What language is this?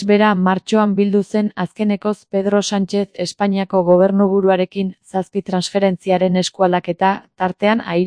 Basque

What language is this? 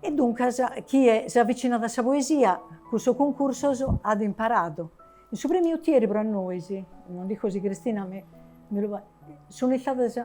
Sardinian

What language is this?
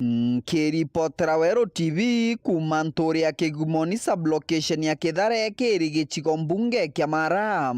Meru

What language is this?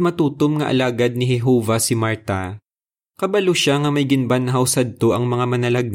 Hiligaynon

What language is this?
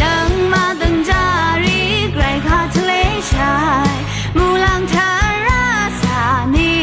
Rawang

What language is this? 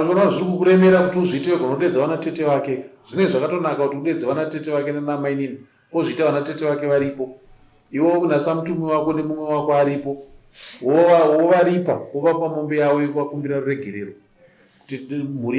Shona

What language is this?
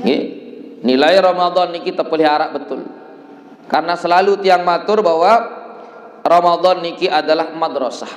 Sasak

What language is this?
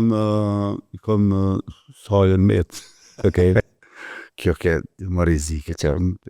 Albanian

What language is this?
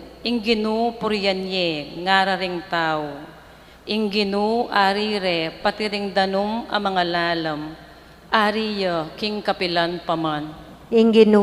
Pampanga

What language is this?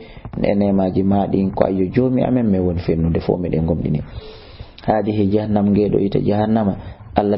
Fula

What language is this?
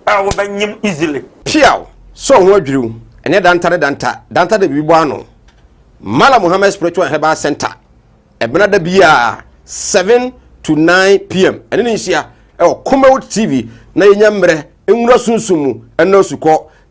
Akan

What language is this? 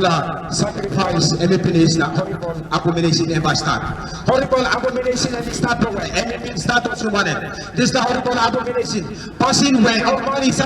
Tok Pisin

